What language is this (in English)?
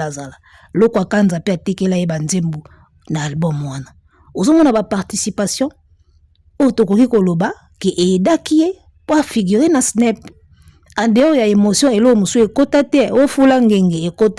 Lingala